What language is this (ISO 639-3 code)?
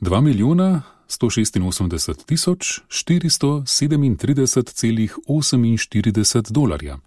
slv